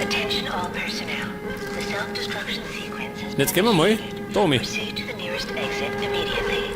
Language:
Bavarian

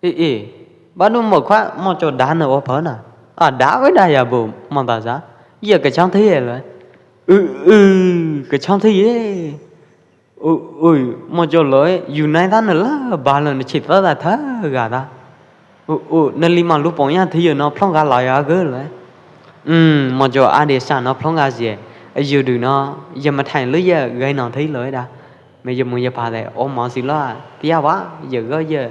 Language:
Pwo Eastern Karen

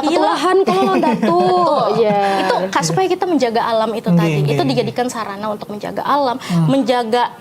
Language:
Banjar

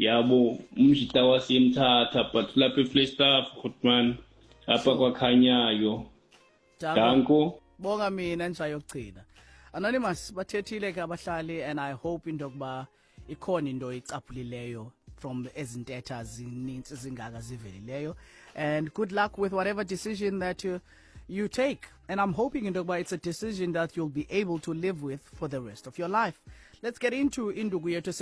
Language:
Xhosa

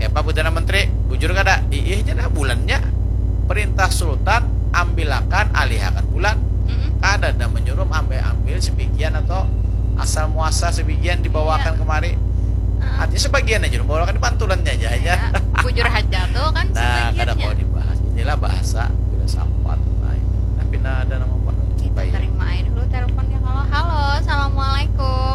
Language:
Banjar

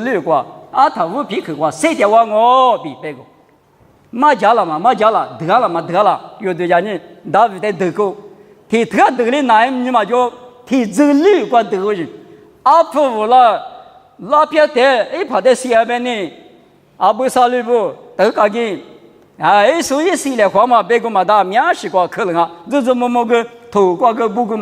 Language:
Lisu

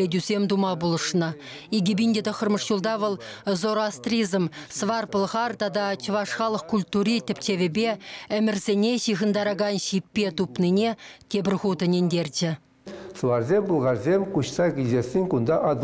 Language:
Chuvash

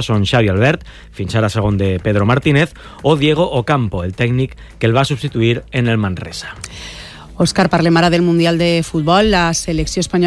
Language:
Catalan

